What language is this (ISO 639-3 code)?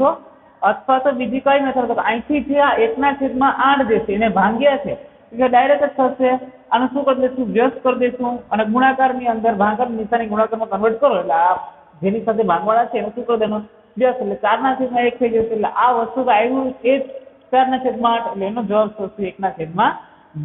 guj